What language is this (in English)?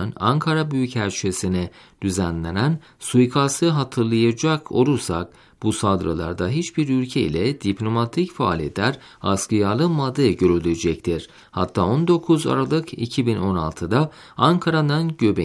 Turkish